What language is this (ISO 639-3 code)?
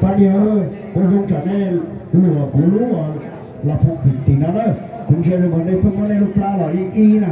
hmn